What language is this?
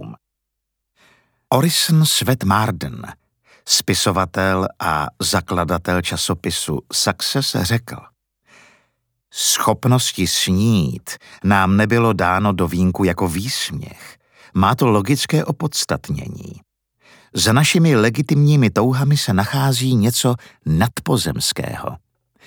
Czech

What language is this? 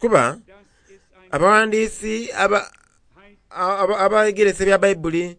Soga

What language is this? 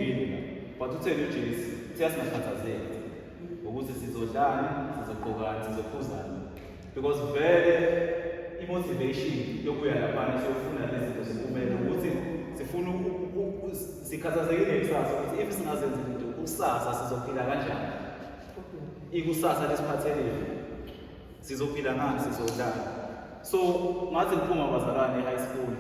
Zulu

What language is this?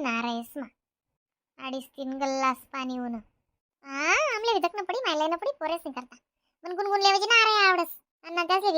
Khandesi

